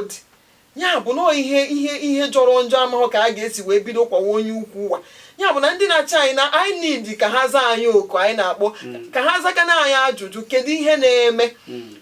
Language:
Igbo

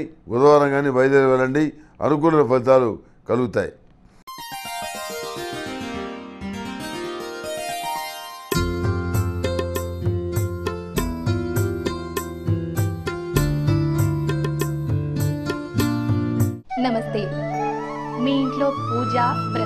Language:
Telugu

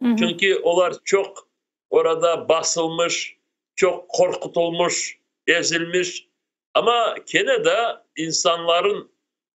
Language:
Crimean Tatar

